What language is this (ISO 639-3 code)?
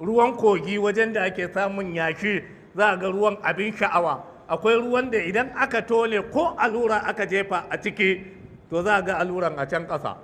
hau